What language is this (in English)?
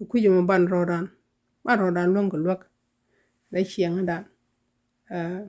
Nuer